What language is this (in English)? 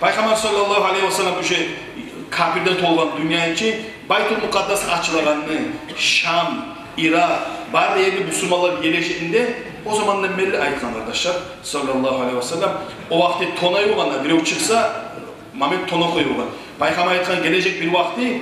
Kumyk